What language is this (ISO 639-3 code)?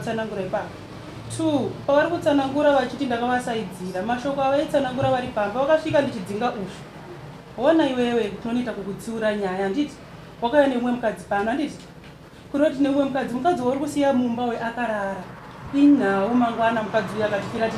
sna